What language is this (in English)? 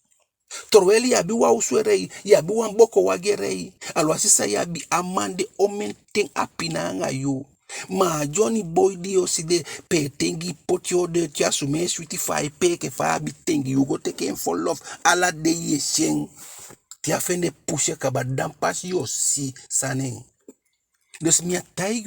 Eastern Maroon Creole